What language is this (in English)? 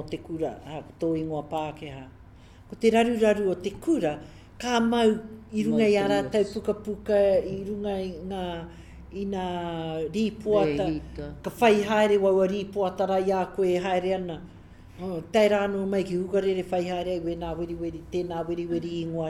Māori